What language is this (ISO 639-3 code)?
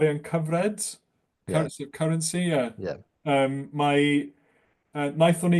cym